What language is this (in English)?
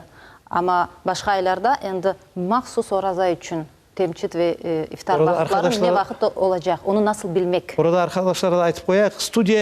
Crimean Tatar